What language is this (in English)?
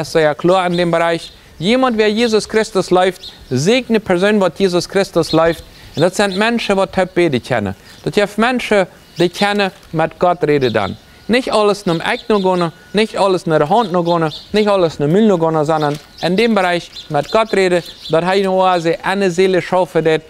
Plautdietsch